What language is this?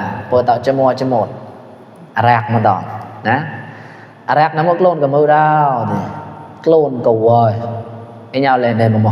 Mon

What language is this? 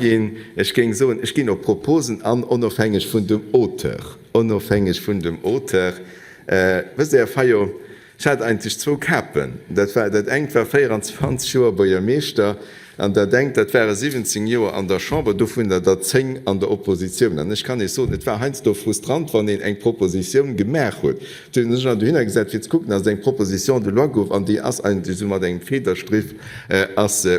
Luxembourgish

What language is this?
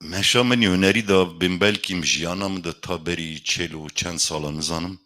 Kurdish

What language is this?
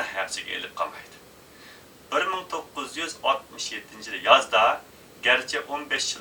Uyghur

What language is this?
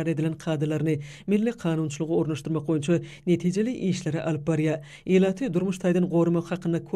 Turkmen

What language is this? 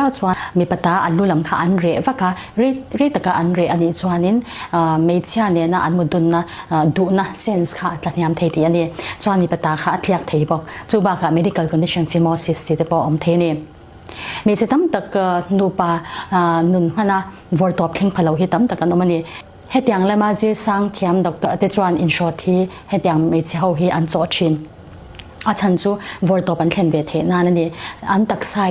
Mizo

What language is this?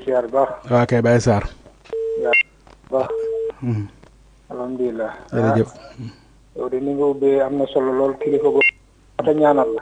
Wolof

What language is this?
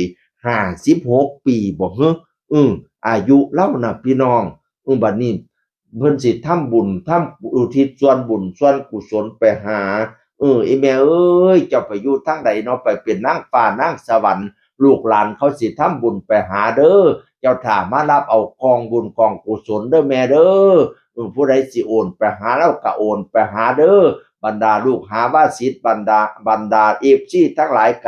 Northeastern Thai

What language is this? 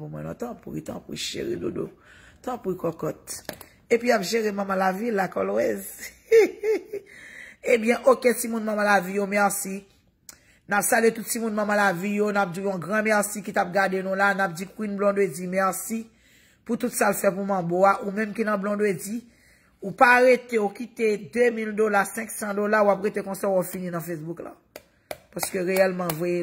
Haitian Creole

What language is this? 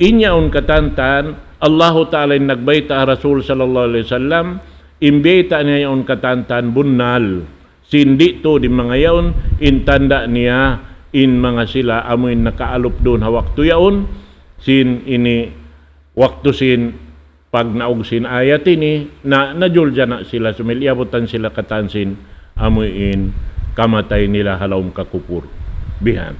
Tausug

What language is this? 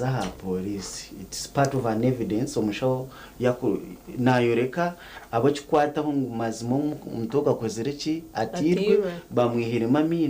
Nyankole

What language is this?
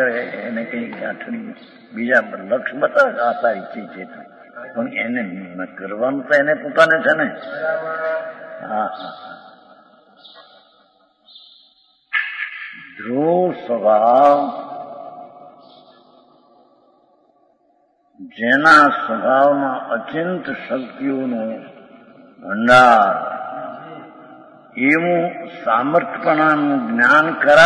Gujarati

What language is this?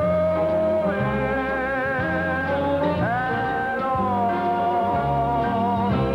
English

